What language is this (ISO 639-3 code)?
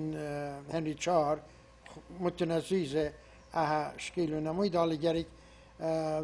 fas